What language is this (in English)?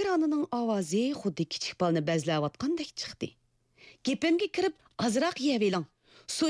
Uyghur